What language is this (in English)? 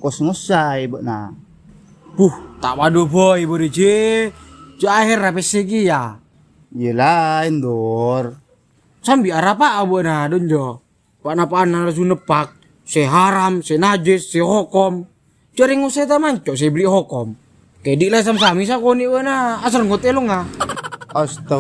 Madurese